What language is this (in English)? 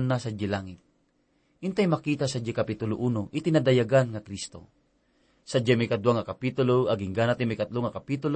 Iloko